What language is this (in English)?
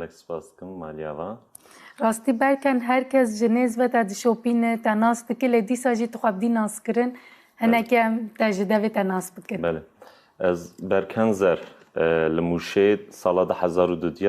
Kurdish